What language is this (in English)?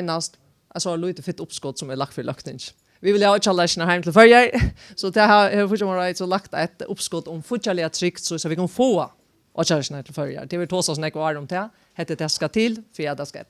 Faroese